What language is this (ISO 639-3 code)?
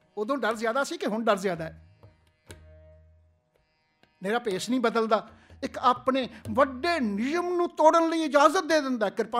pan